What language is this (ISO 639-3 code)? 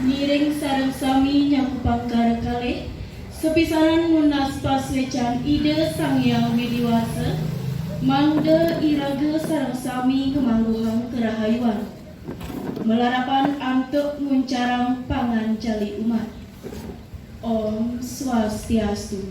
ban